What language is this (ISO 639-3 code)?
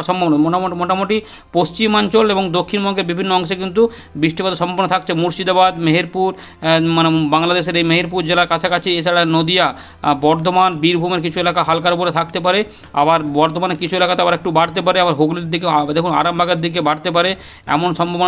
ben